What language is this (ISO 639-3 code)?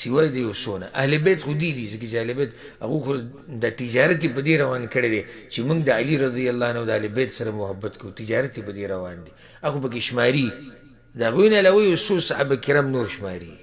pus